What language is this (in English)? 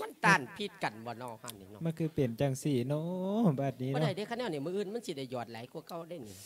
Lao